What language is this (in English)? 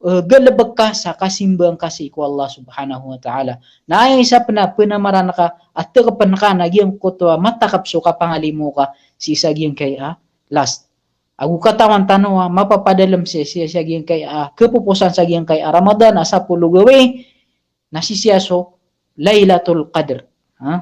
Maranao